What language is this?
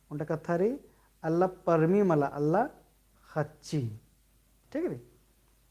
Kurukh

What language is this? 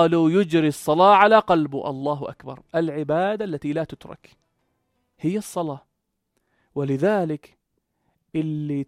North Levantine Arabic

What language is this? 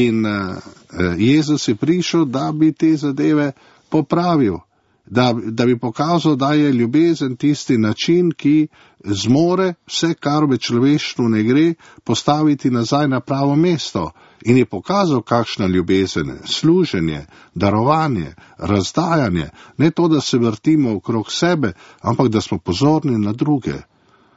Slovenian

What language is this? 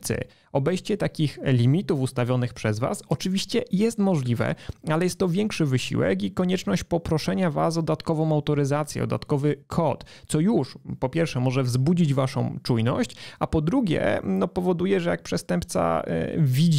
Polish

